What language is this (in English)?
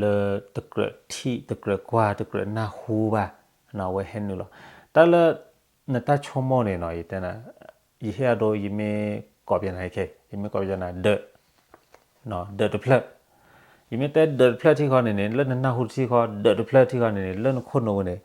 S'gaw Karen